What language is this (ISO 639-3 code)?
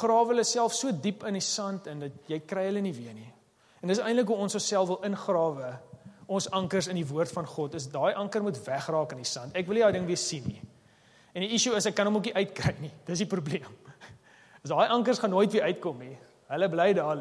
afr